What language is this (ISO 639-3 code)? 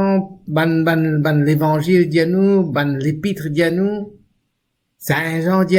mfe